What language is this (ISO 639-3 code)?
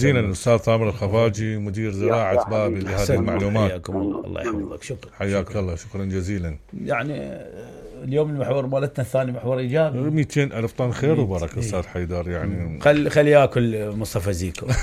acm